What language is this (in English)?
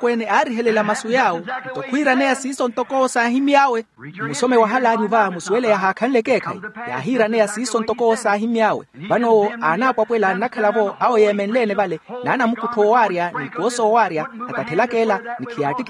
Makhuwa